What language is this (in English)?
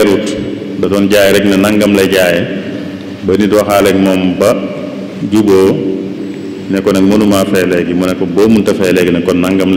Wolof